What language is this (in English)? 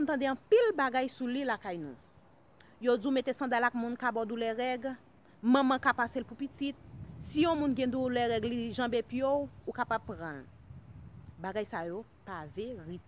Haitian Creole